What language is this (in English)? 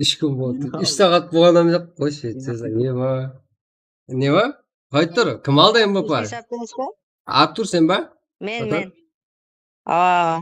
Kara-Kalpak